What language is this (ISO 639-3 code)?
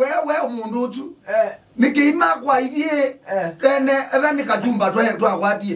kam